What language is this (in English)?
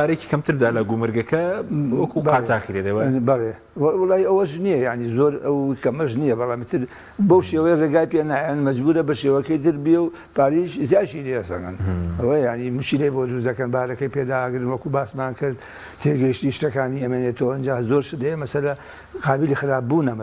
Central Kurdish